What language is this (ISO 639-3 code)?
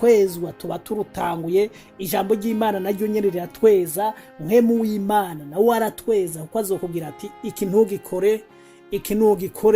run